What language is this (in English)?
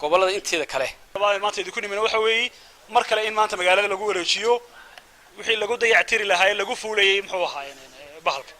Somali